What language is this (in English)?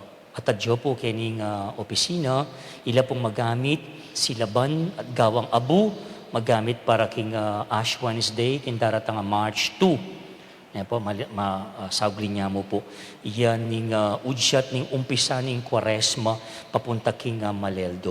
Pampanga